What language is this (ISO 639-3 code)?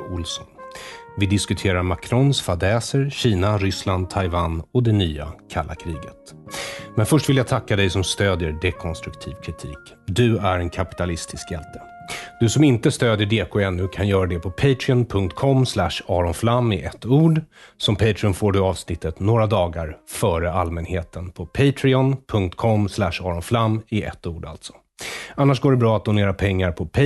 swe